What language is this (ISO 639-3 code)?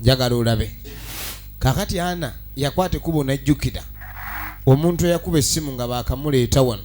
lug